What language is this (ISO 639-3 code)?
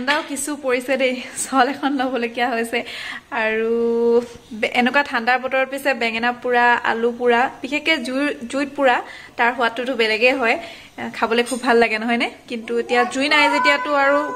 asm